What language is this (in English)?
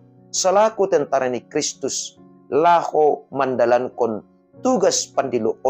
Batak Simalungun